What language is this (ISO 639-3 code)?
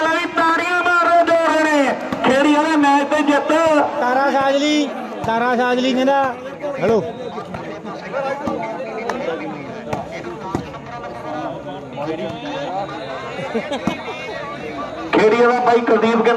pan